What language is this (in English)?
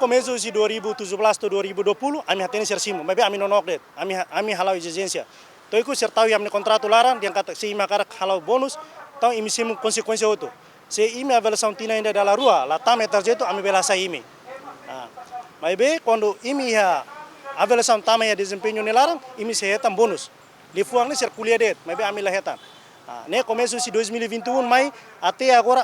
Tetum